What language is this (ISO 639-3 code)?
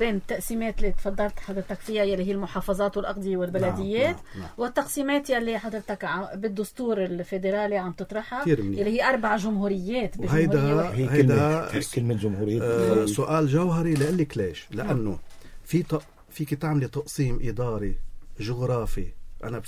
apc